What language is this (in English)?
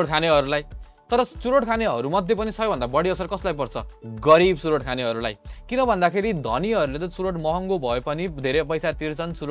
Nepali